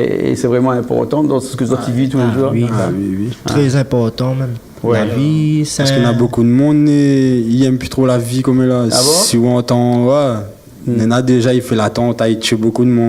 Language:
Réunion Creole French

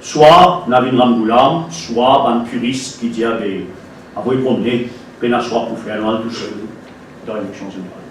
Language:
Morisyen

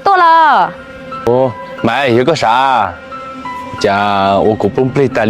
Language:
Hmong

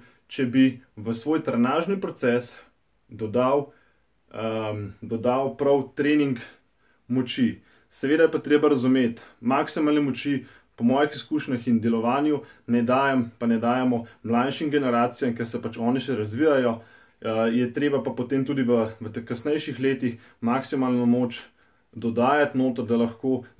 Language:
Slovenian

